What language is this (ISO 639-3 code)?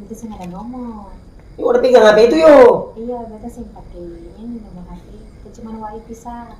abs